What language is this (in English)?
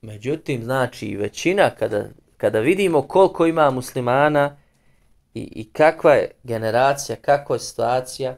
Bosnian